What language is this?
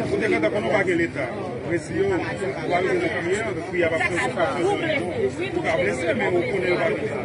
Haitian Creole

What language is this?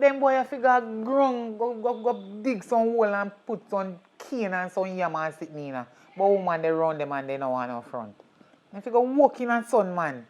Jamaican Creole English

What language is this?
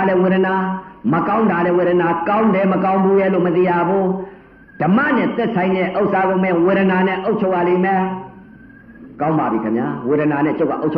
Burmese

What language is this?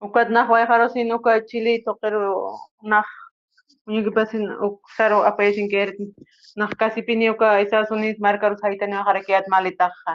Aymara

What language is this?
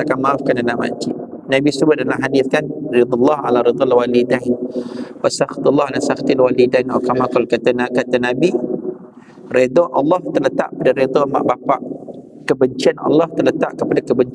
Malay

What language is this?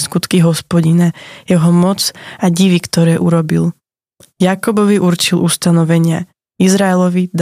Slovak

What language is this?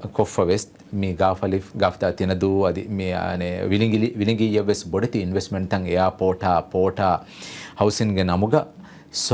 Divehi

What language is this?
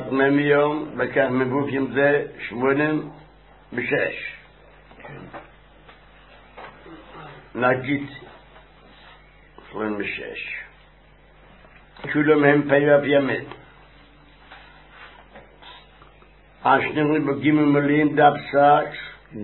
Hebrew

